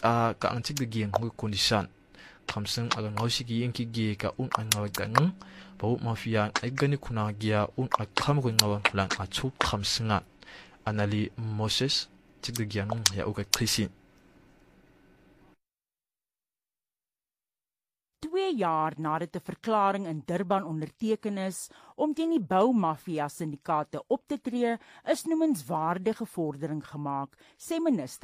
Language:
Afrikaans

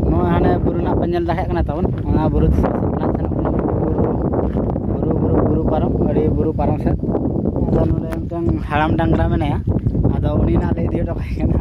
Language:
Santali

